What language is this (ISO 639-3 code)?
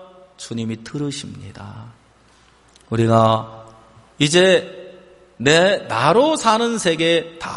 kor